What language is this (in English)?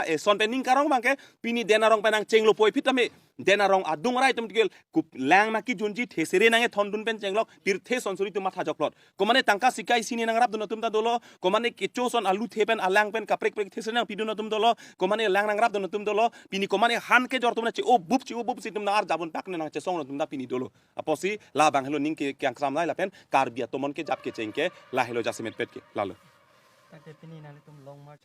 Karbi